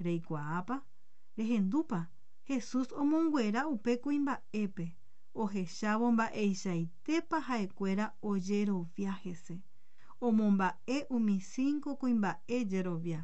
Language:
Guarani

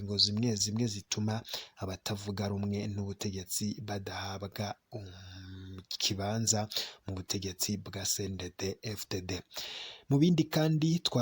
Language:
Rundi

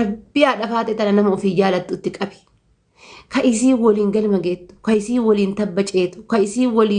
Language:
Oromo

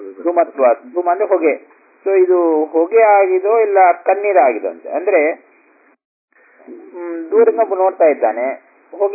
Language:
Kannada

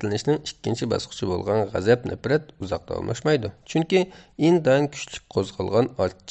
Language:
Uyghur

